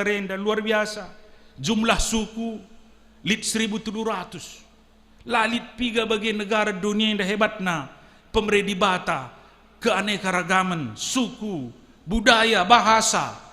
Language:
Batak Karo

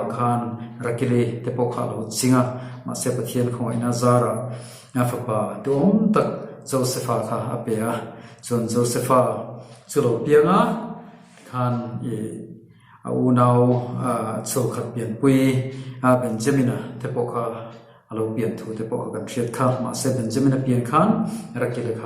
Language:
Mizo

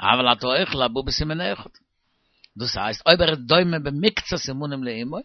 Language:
Yiddish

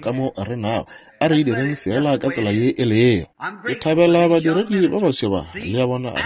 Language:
Northern Sotho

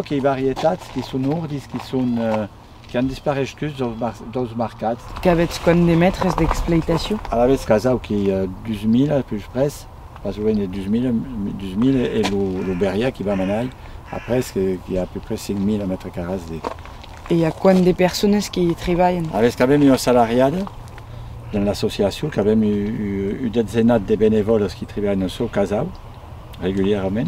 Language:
Occitan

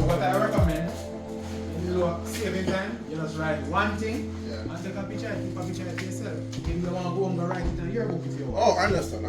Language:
Jamaican Creole English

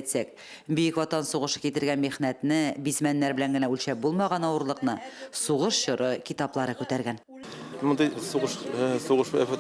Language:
Tatar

